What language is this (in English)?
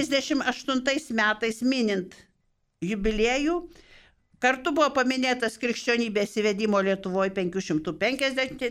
Lithuanian